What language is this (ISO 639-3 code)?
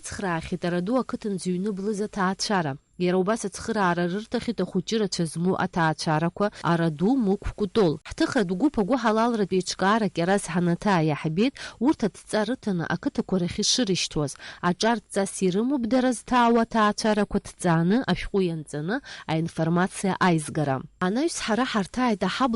abk